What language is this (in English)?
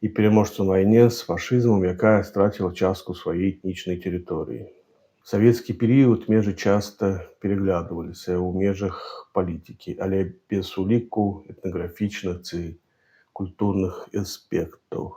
Belarusian